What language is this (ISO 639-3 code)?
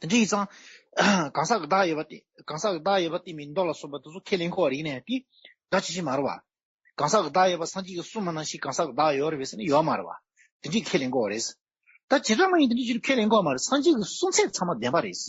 bod